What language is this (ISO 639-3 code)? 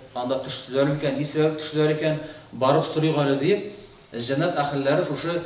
tat